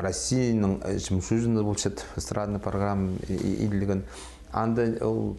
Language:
Khakas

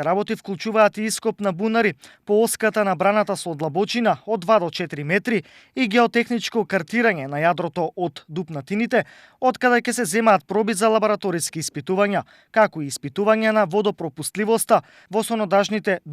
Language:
Macedonian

